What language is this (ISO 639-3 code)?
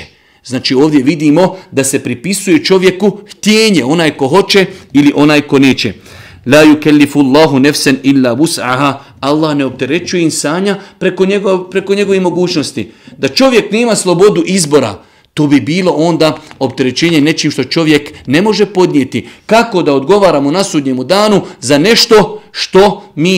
bos